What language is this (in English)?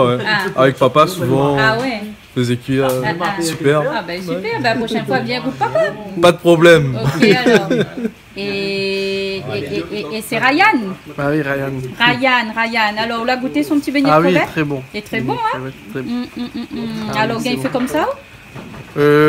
Réunion Creole French